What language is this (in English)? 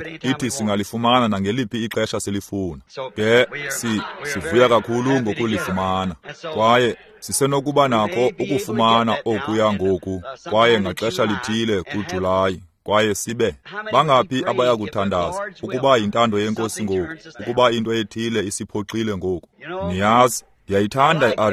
Xhosa